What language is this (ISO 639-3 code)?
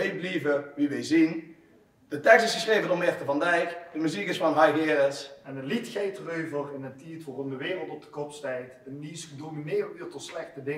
lim